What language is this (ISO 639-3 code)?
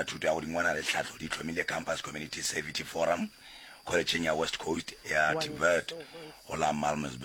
nso